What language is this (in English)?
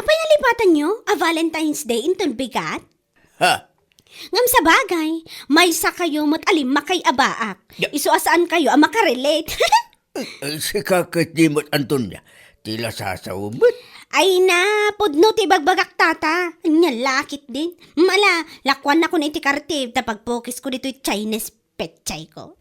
Iloko